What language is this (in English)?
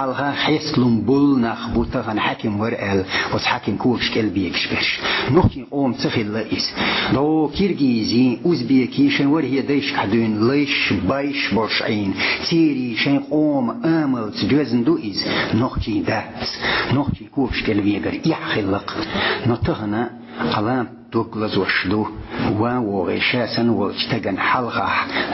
Chechen